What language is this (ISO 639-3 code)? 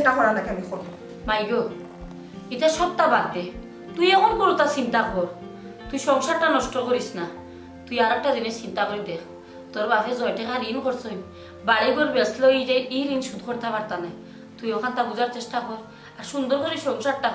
syl